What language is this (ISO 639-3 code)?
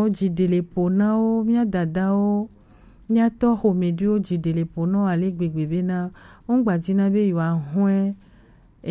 gej